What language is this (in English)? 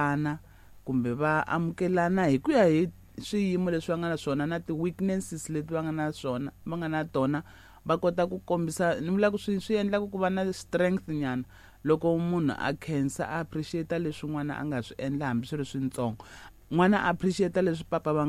Tsonga